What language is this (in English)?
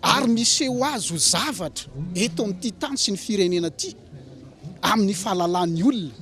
Malagasy